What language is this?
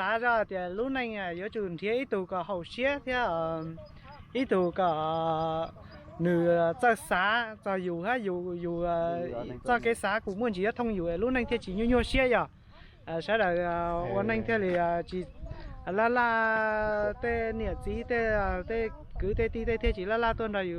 Hmong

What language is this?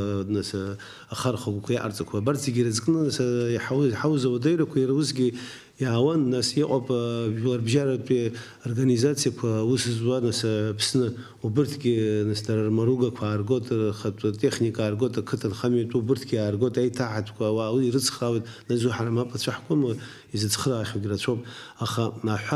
Abkhazian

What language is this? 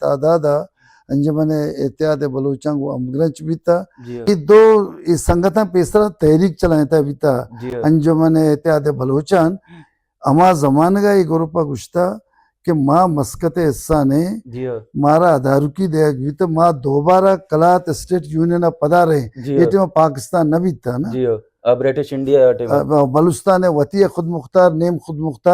Baluchi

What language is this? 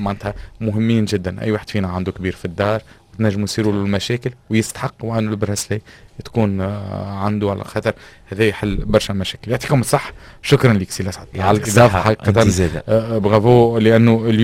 Tunisian Arabic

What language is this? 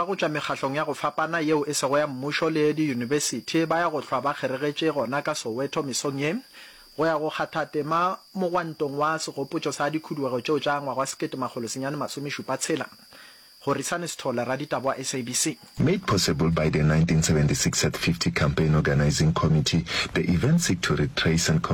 Northern Sotho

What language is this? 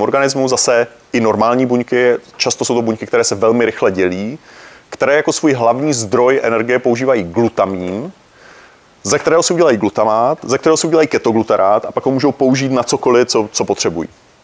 Czech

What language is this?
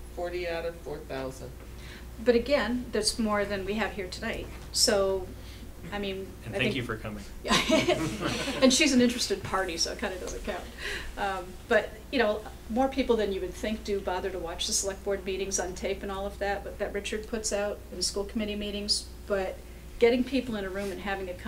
English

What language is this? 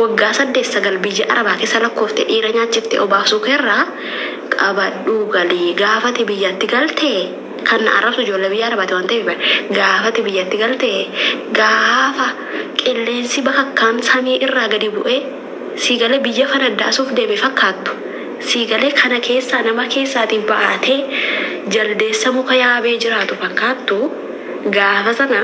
Oromo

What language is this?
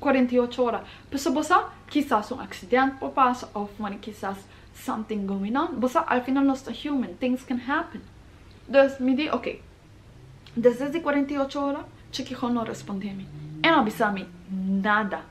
Papiamento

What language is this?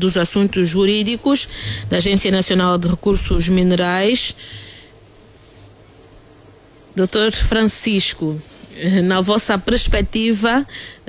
Portuguese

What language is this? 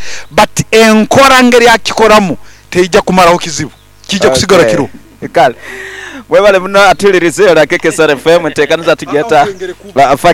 Nyoro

